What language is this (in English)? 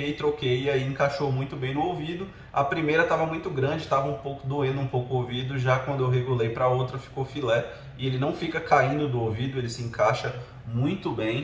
Portuguese